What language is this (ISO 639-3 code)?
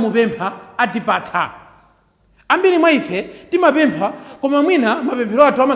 nya